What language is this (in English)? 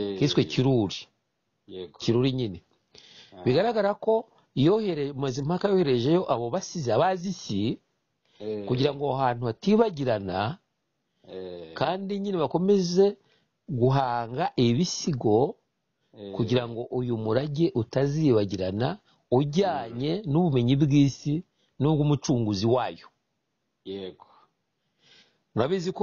Kinyarwanda